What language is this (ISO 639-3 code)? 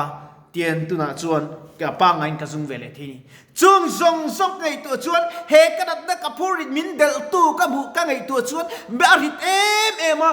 lus